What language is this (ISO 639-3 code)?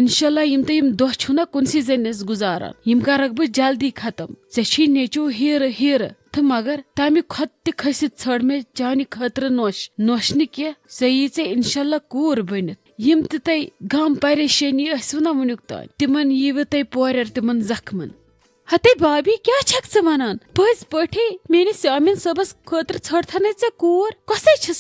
kas